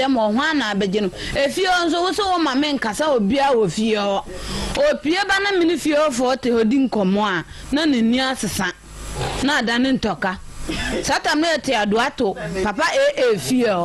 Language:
Akan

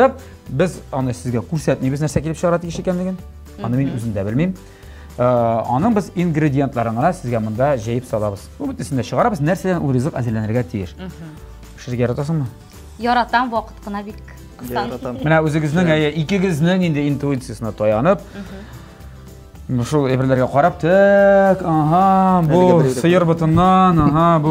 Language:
Tatar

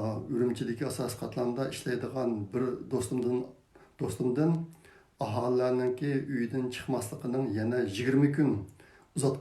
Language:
Uyghur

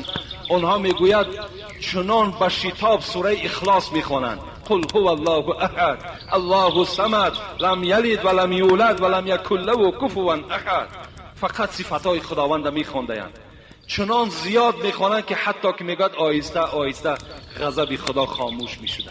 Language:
Tajik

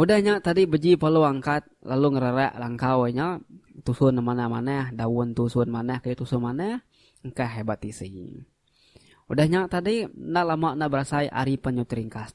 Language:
Iban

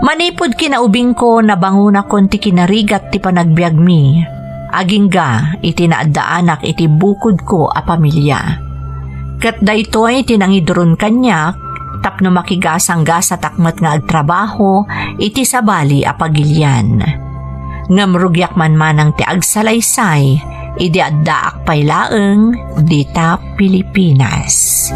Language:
Iloko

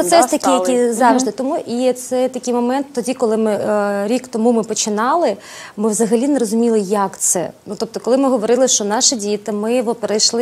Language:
Ukrainian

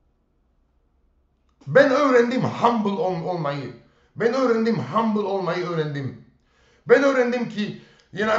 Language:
Turkish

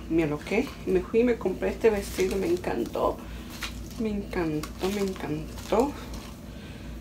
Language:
Spanish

